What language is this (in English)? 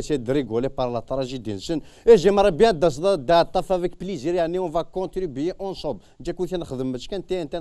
Kabyle